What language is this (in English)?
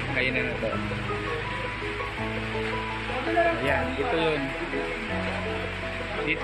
Filipino